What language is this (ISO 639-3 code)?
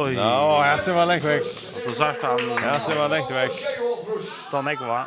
fao